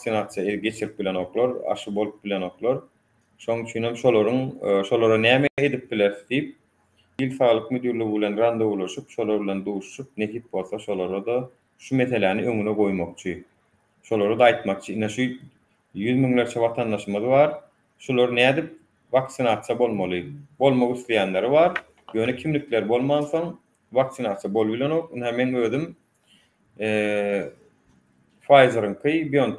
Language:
Turkmen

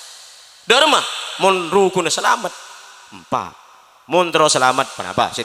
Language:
Madurese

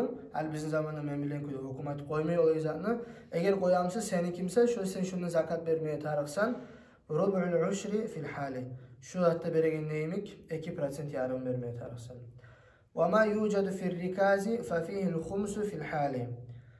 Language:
Kumyk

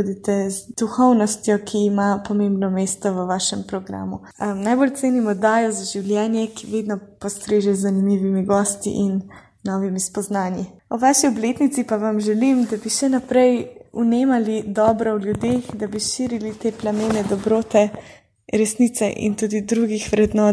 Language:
Slovenian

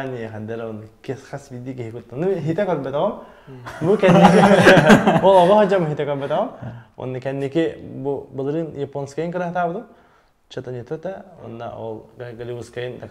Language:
Yakut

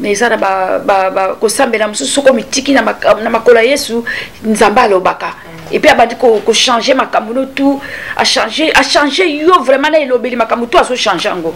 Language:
Lingala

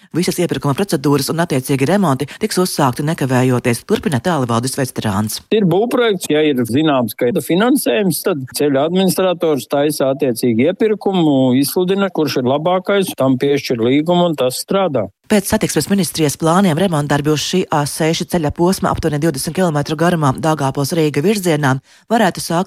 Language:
Latvian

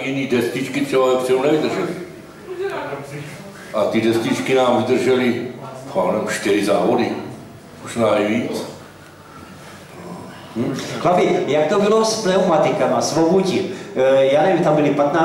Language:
Czech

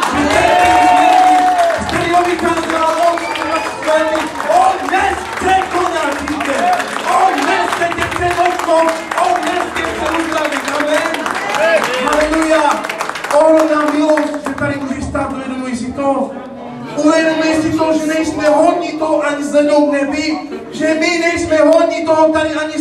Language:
Czech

